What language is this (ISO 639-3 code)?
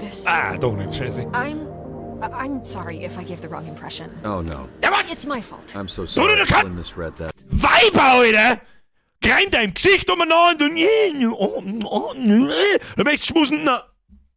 bar